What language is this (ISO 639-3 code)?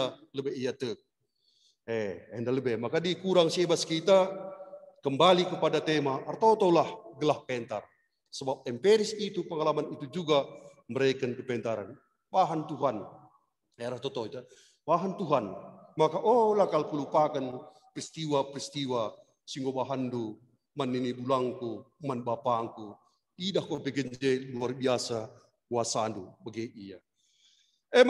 btx